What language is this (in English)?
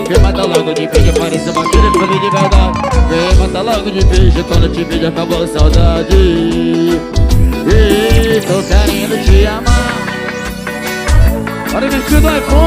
Portuguese